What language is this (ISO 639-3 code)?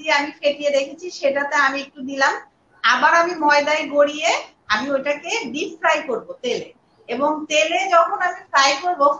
ben